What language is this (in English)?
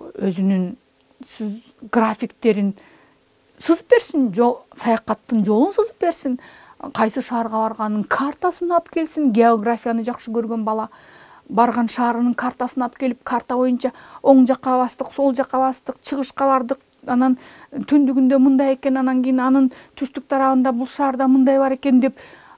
Kyrgyz